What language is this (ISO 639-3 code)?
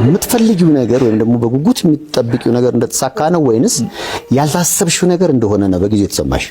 amh